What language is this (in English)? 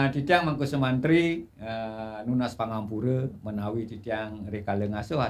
Balinese